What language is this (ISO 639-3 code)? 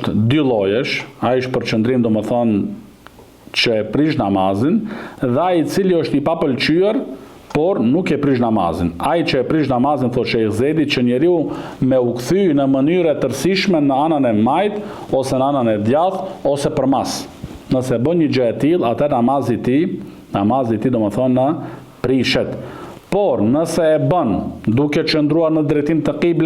sqi